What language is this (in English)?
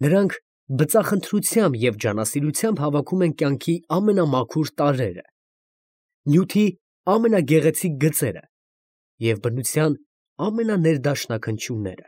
Armenian